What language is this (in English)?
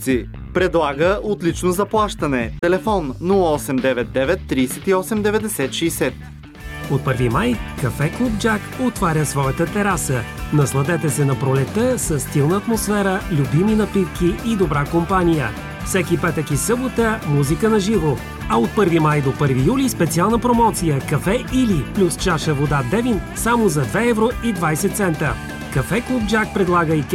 Bulgarian